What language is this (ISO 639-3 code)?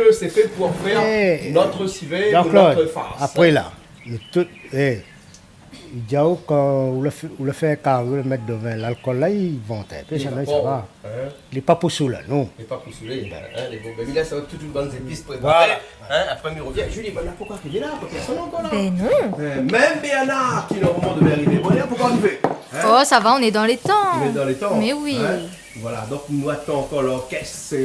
rcf